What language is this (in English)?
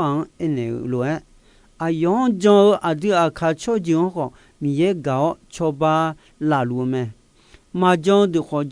Akha